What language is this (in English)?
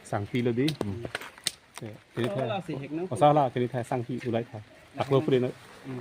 Karbi